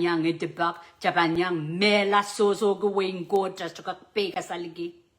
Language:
Pohnpeian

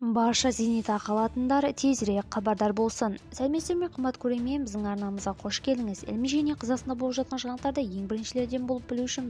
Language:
Kazakh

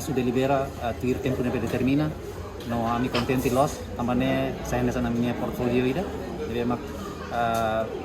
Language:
Tetum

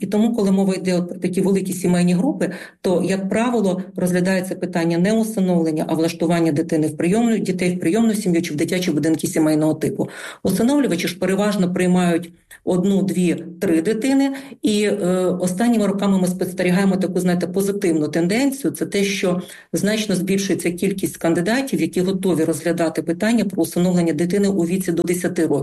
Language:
Ukrainian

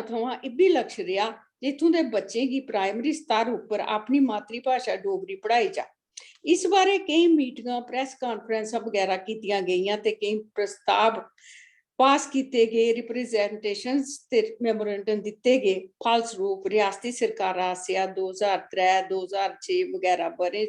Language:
Dogri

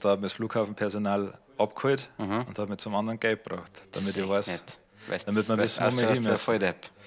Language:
Bavarian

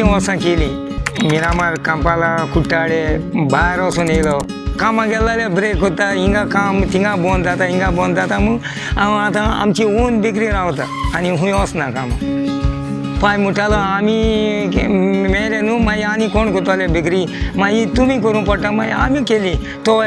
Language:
Konkani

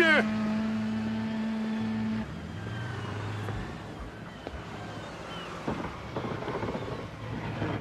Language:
Czech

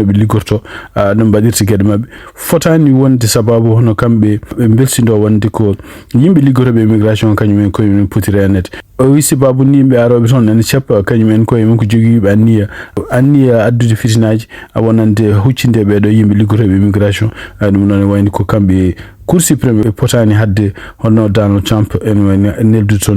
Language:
Fula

